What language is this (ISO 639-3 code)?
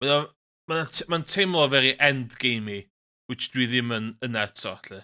cym